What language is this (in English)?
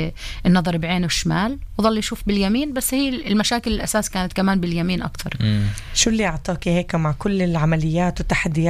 North Levantine Arabic